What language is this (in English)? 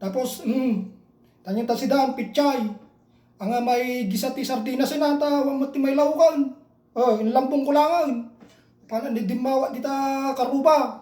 Iloko